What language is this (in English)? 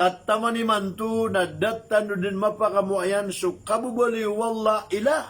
Maranao